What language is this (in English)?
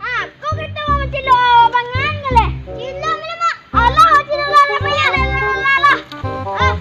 Minangkabau